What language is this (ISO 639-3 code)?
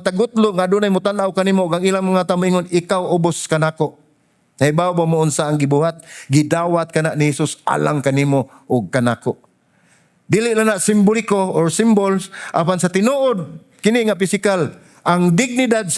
ceb